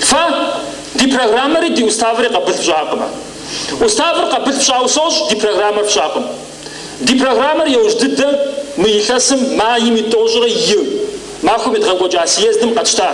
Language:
Kabardian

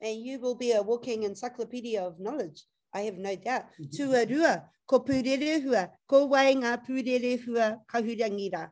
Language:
Māori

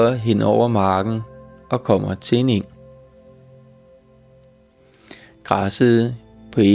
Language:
Danish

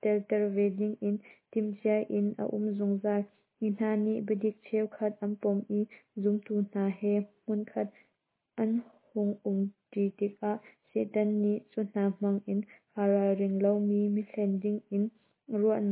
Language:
Hakha Chin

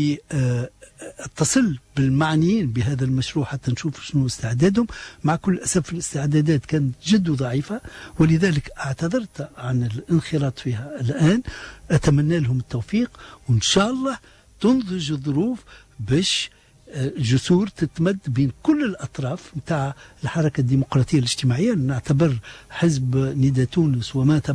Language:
Tunisian Arabic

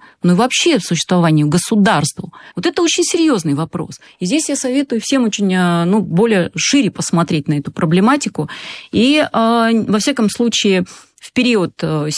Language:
Russian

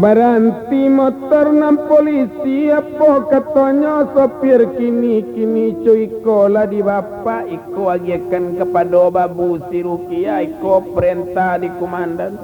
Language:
Minangkabau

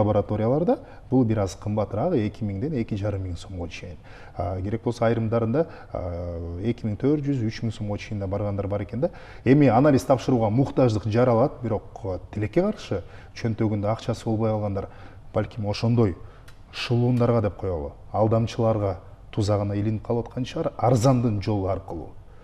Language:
Kyrgyz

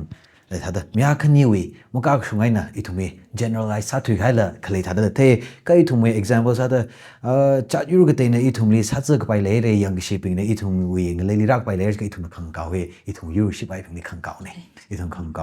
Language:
Tangkhul Naga (India)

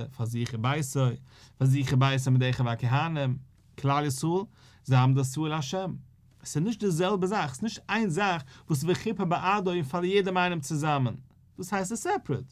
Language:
Yiddish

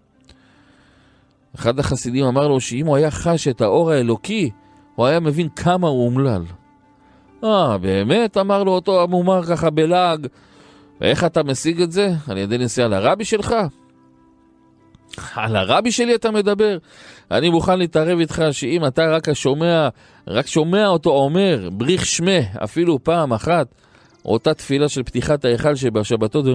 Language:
Hebrew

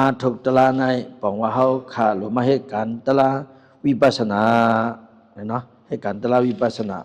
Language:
Shan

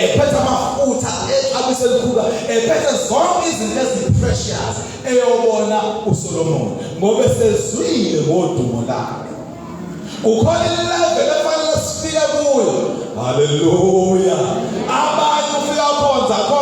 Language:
Zulu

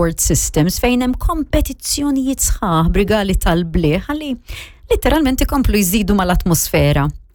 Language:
Maltese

